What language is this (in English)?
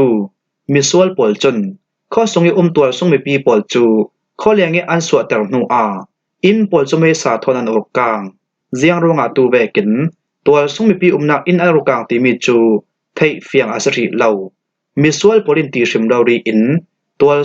Falam Chin